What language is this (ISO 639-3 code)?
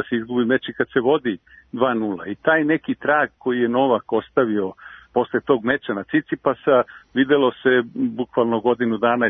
srp